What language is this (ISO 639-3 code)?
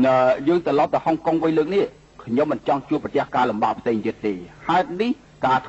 khm